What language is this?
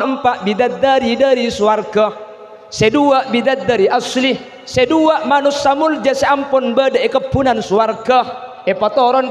Madurese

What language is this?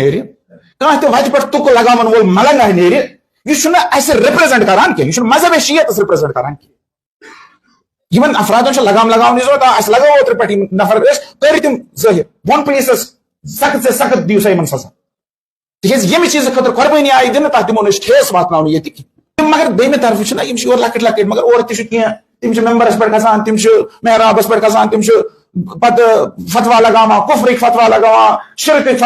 Kashmiri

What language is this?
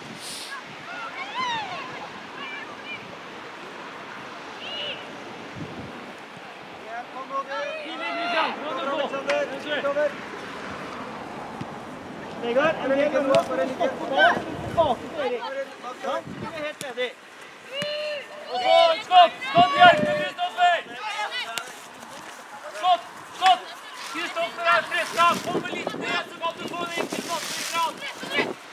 Norwegian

